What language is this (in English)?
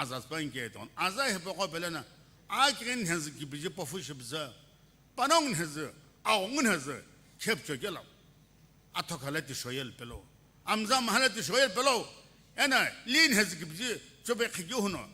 Sumi Naga